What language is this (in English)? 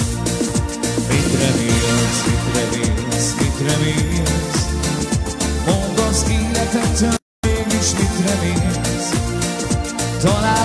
Hungarian